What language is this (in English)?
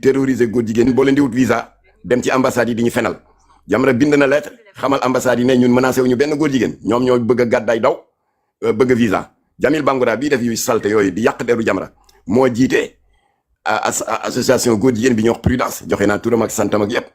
Wolof